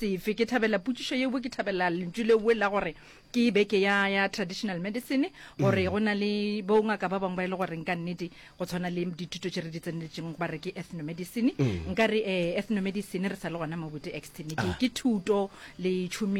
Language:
Northern Sotho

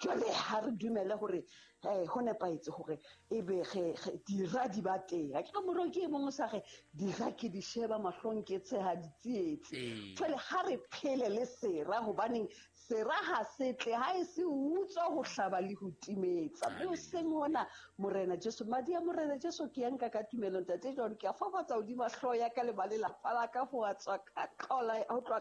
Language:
Southern Sotho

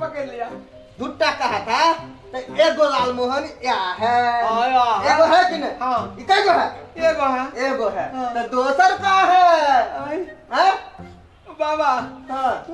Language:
Maithili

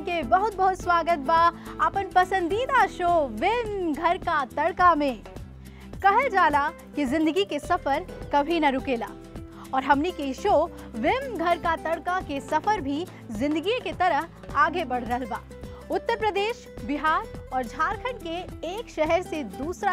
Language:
Bhojpuri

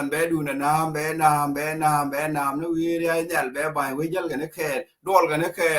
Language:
Nuer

